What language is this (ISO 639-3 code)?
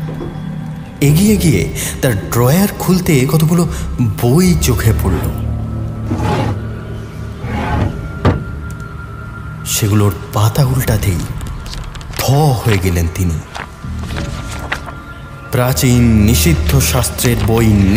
ben